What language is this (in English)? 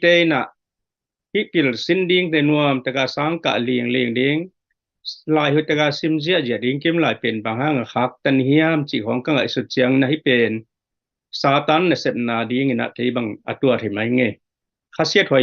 Tedim Chin